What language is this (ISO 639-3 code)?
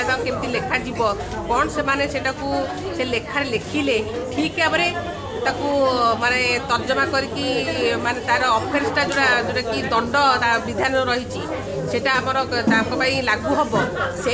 ori